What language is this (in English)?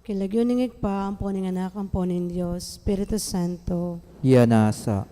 Pampanga